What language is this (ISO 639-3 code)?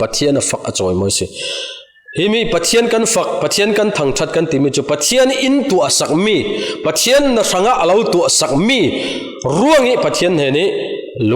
cfm